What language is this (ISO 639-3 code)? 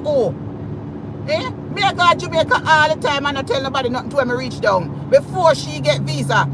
jam